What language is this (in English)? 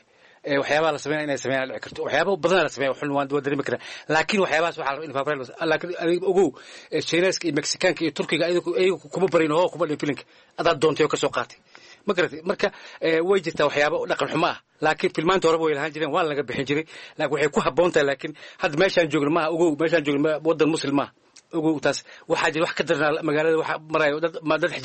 Somali